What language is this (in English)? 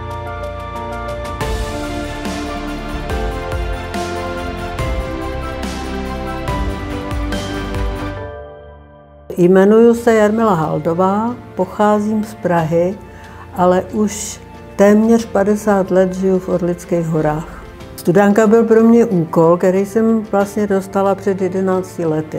Czech